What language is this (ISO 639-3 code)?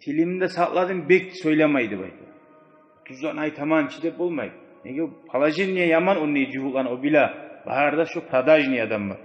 kum